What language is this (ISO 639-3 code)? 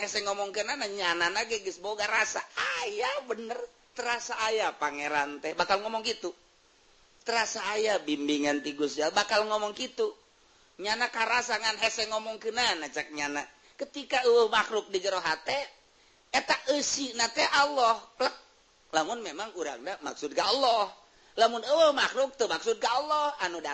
sun